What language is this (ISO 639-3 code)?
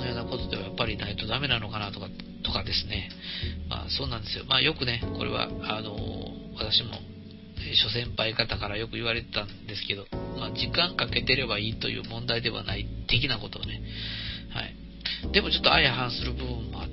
jpn